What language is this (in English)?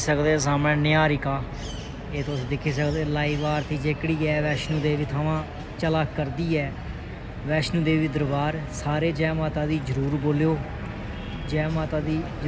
Dogri